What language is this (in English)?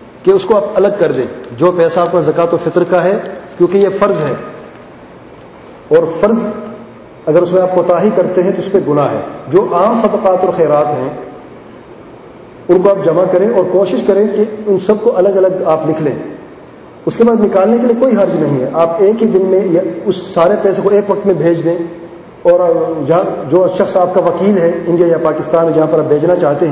Urdu